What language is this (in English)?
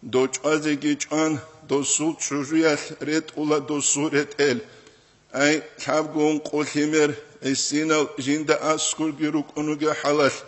Avaric